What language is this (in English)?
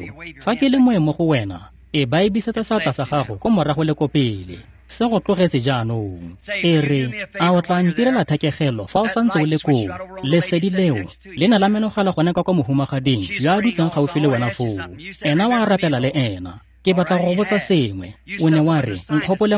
Tswana